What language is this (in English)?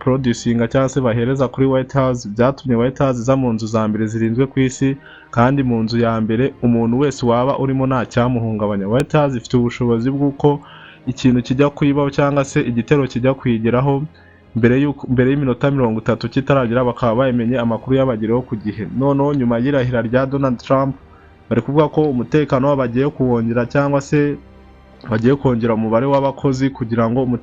Kinyarwanda